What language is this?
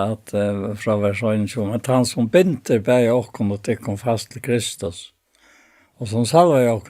Faroese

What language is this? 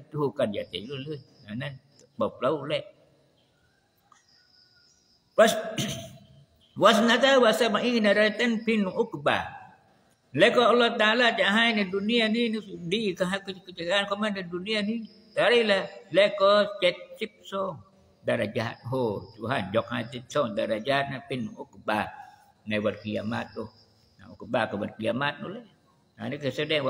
Thai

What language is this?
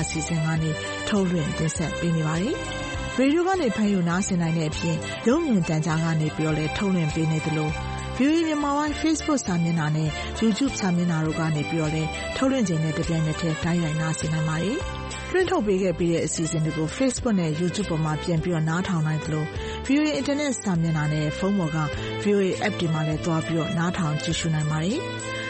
Burmese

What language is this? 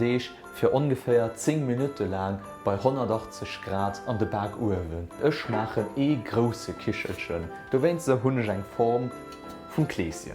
Luxembourgish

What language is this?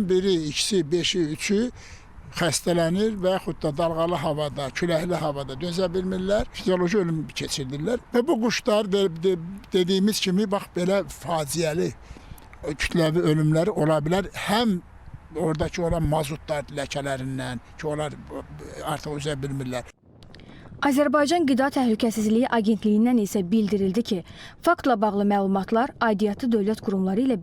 Azerbaijani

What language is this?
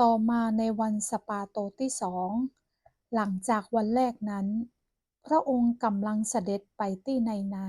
Northern Thai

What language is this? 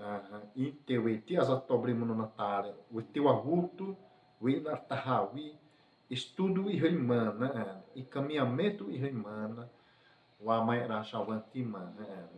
Xavánte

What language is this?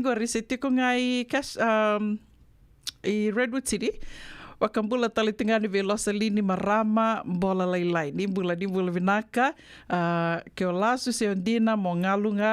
Fijian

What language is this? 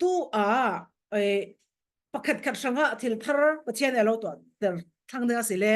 Falam Chin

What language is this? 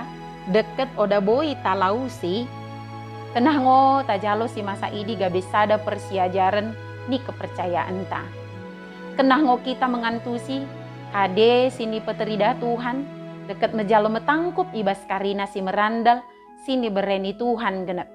Batak Dairi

